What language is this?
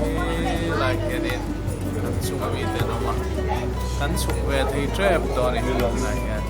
Mizo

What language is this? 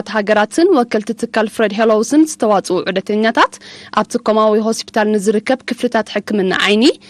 Tigrinya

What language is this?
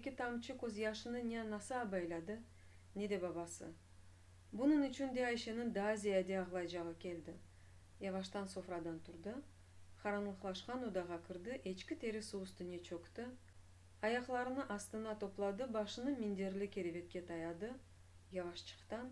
Crimean Tatar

